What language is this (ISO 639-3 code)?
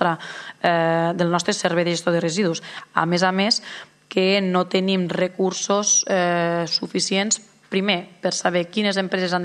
cat